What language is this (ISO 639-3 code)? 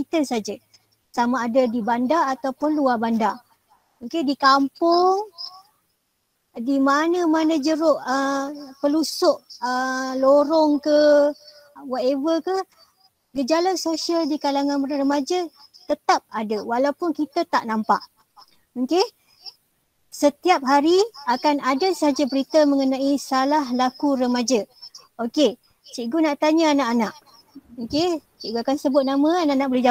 msa